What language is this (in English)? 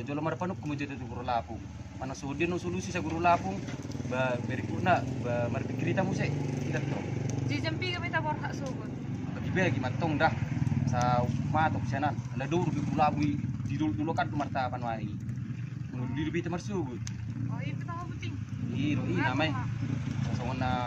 Batak Toba